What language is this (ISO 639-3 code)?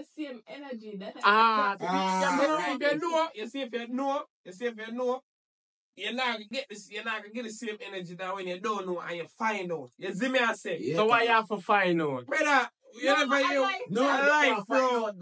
jam